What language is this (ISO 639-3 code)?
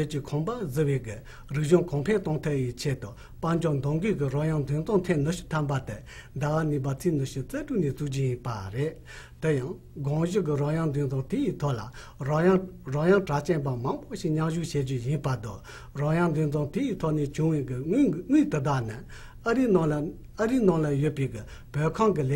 bod